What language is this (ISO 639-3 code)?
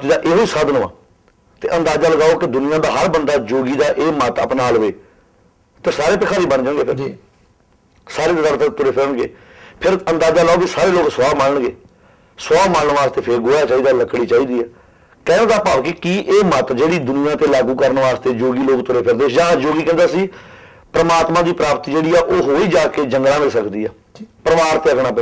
pan